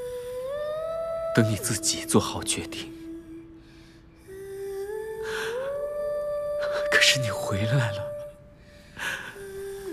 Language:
Chinese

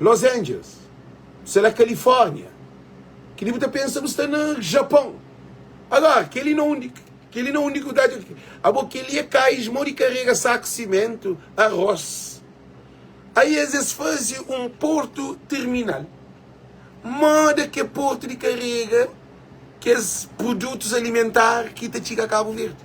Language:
Kabuverdianu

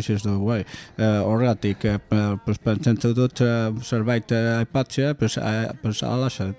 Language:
Basque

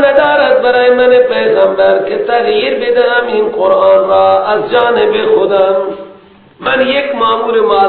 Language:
Persian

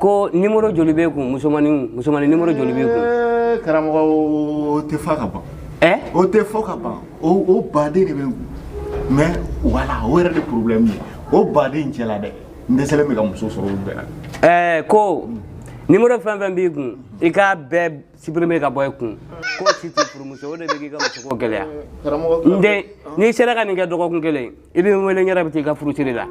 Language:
Bambara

